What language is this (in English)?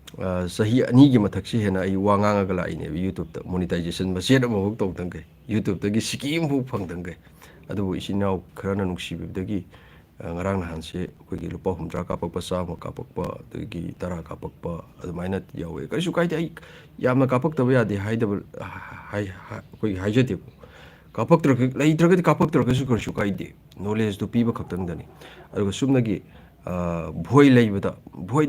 Manipuri